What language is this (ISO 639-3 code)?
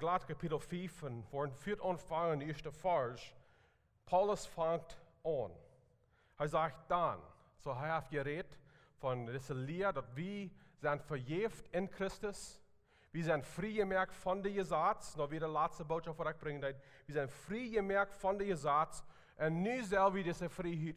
pdt